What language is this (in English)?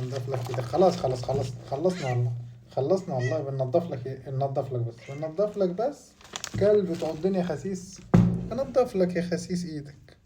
Egyptian Arabic